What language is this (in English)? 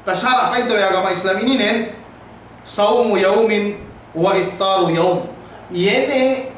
Yakan